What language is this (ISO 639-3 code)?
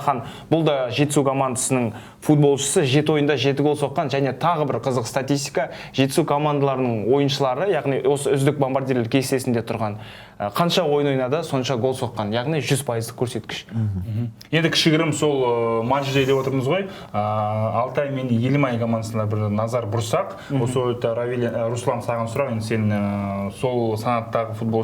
kaz